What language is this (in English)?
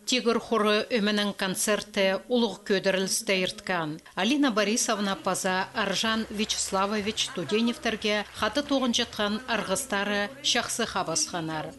Khakas